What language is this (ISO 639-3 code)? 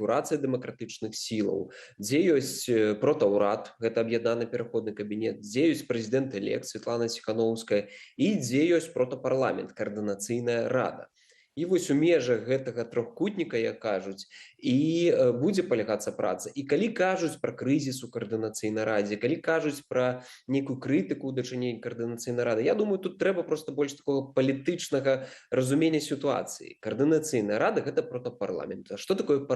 bel